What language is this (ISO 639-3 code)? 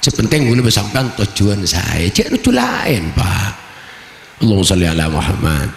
mad